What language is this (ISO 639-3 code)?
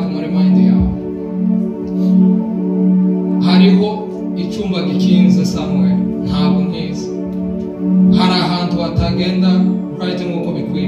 kin